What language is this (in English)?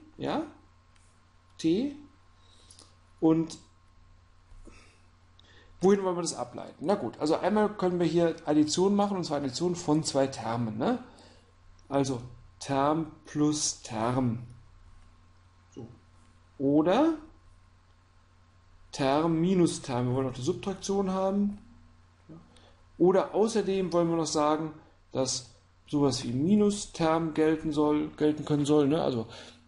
German